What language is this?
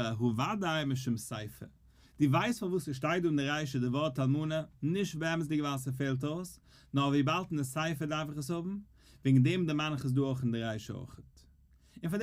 Yiddish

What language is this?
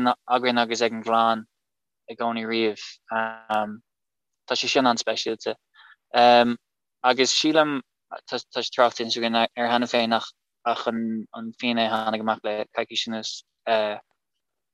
Irish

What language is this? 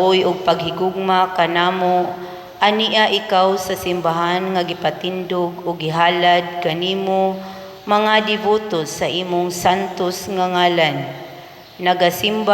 Cebuano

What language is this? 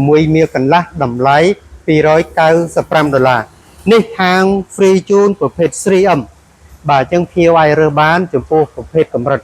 Khmer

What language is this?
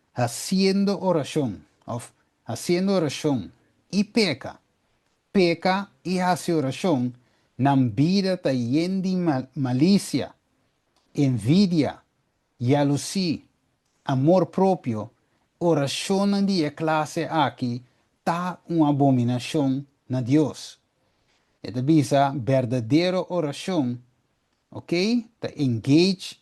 Papiamento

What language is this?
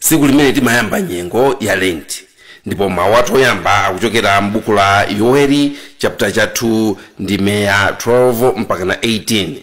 Nyanja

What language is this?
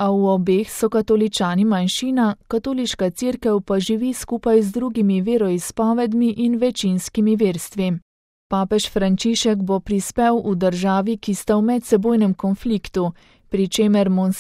Slovenian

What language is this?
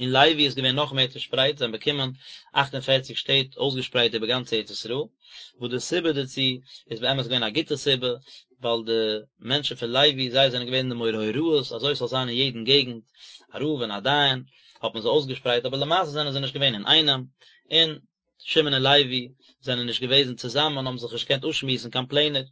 Yiddish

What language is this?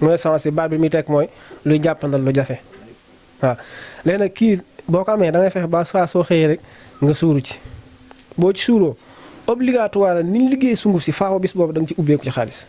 Wolof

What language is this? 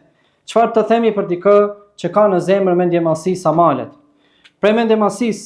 Albanian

